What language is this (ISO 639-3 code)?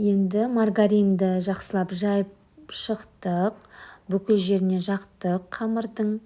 kaz